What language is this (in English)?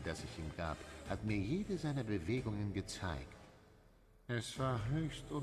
Swiss German